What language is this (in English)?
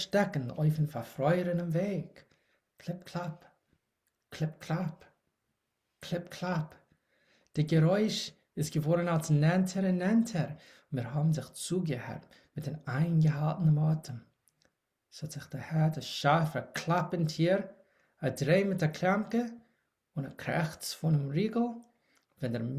Yiddish